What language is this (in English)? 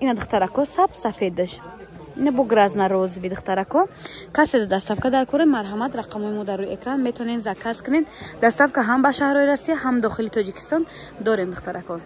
Tajik